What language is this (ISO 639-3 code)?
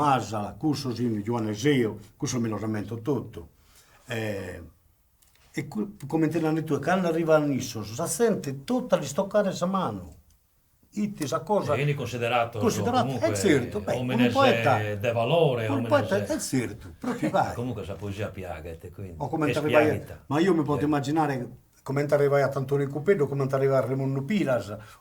srd